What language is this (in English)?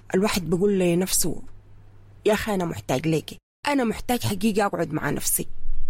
Sudanese Arabic